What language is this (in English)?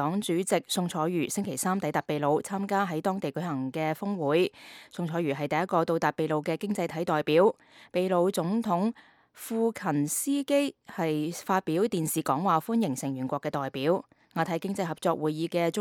Cantonese